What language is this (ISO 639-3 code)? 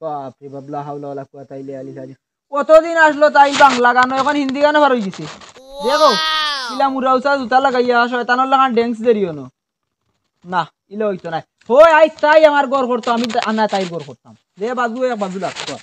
syl